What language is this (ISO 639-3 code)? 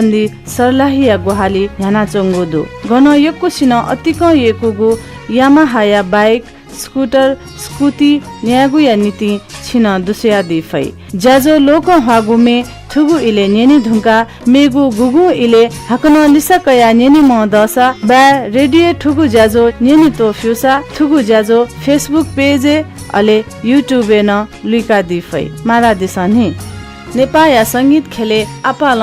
new